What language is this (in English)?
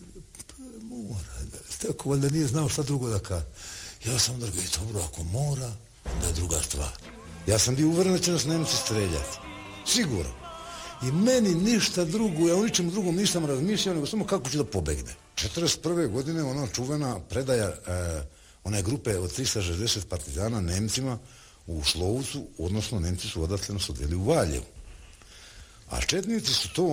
Serbian